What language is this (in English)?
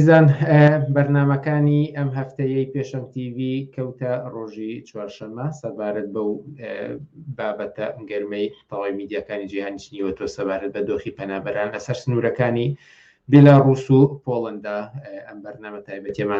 Central Kurdish